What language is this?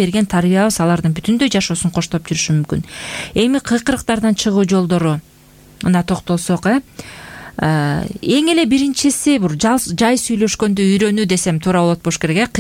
Kyrgyz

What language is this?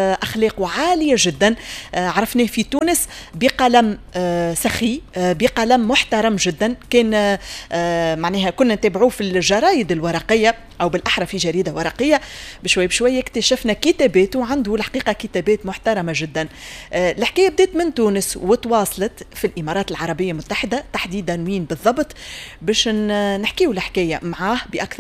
Tunisian Arabic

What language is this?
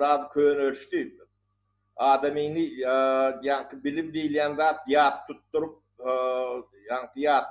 Turkmen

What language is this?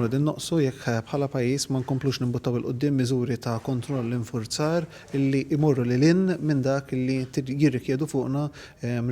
Maltese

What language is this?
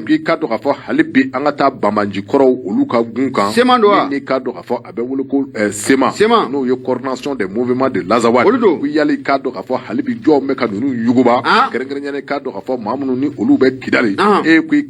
Bambara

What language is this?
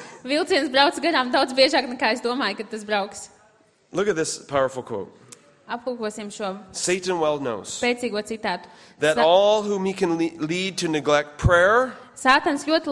Latvian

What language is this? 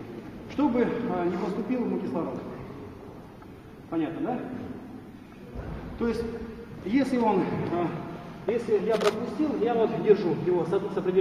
Russian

